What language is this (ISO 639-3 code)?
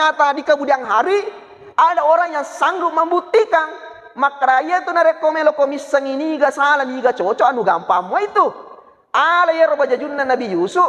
bug